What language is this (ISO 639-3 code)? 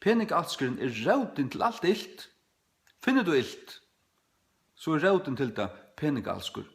fao